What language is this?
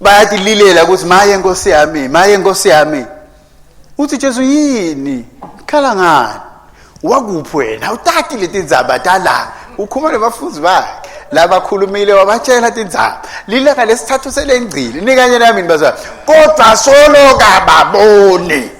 Swati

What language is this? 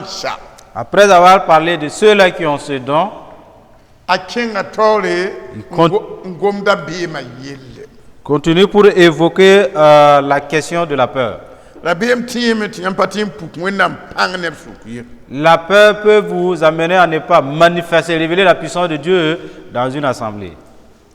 Mossi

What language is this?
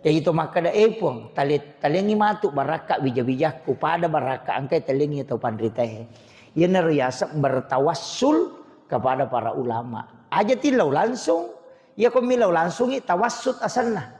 Buginese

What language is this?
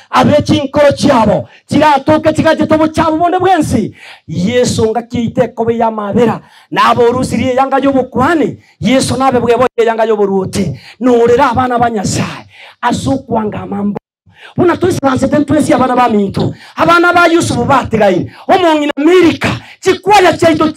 Gusii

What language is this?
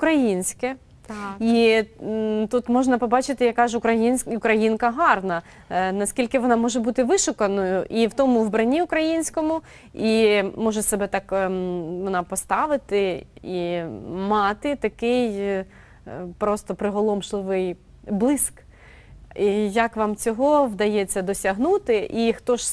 Ukrainian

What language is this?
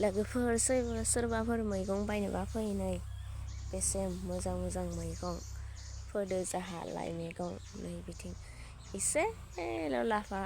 Bodo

